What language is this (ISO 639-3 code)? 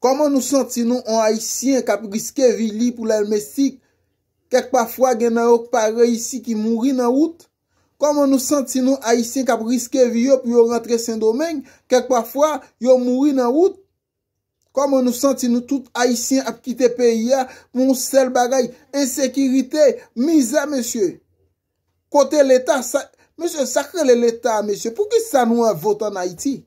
hat